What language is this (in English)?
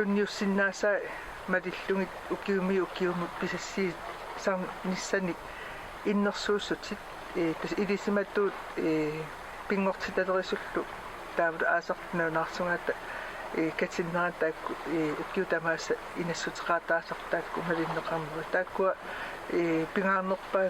Kalaallisut